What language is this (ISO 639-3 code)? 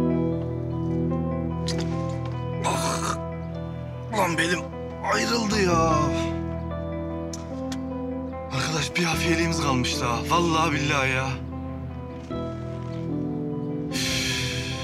tur